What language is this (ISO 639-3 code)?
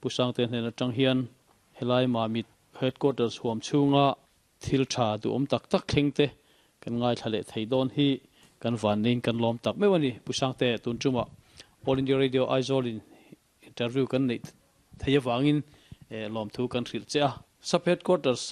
lus